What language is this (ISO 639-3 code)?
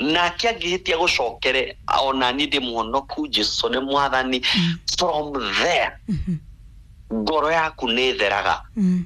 kik